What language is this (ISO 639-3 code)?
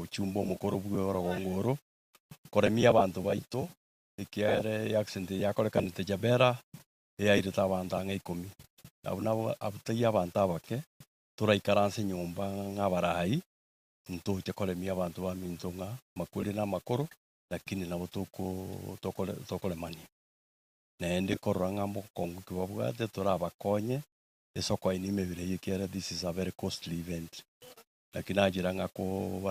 guz